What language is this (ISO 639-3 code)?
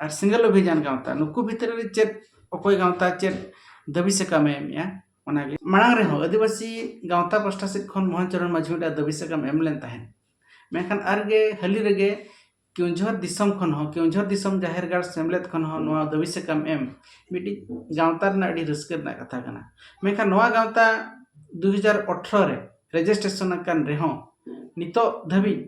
sat